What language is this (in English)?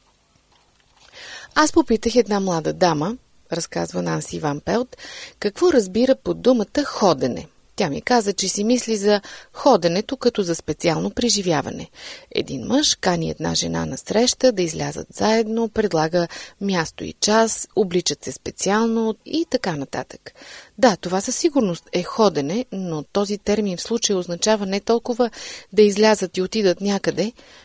Bulgarian